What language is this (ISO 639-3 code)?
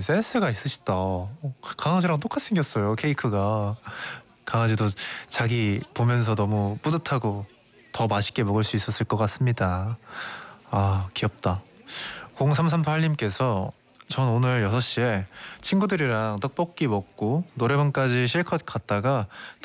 kor